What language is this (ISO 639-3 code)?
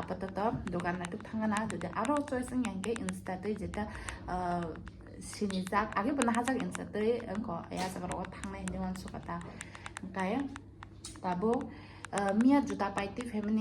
trp